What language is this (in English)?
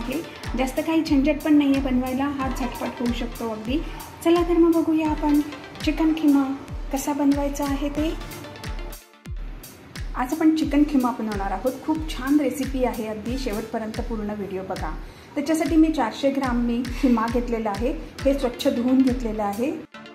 Marathi